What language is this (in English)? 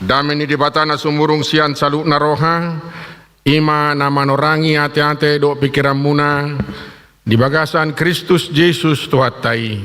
Batak Toba